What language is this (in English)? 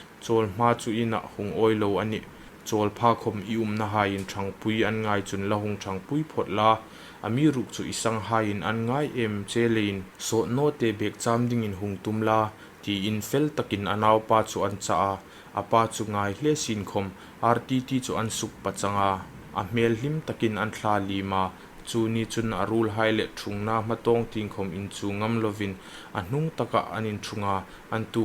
Hmar